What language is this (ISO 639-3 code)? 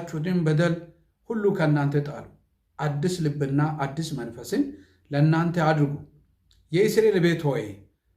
amh